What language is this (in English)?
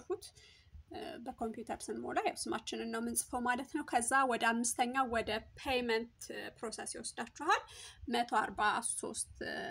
Amharic